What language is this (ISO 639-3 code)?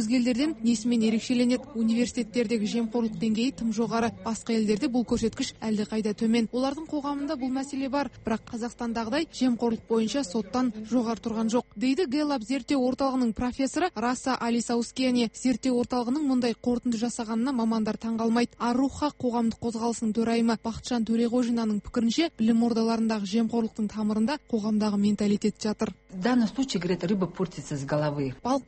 kaz